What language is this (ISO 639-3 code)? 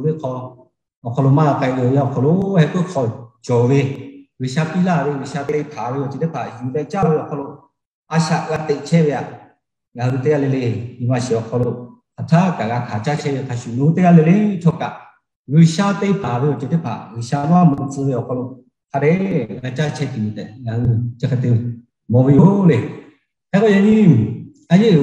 lhu